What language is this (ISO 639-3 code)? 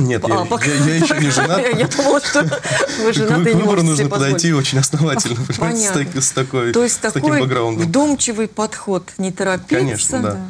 rus